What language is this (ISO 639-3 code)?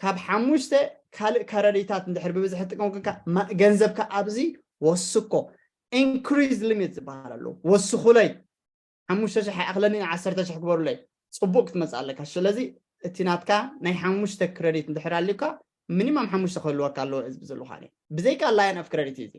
tir